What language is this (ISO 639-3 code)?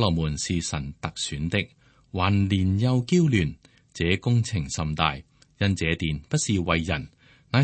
yue